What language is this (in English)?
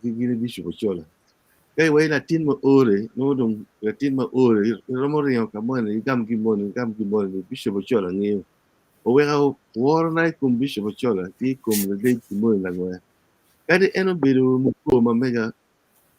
Acoli